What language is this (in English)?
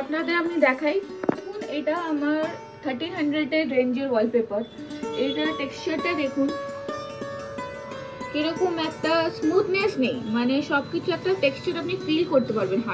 Bangla